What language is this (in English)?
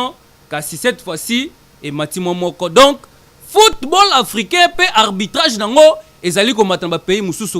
Lingala